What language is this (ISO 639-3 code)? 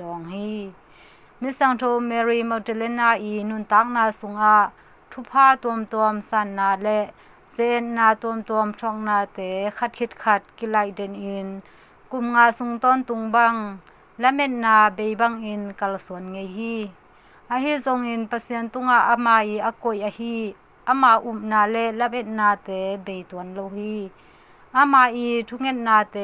ctd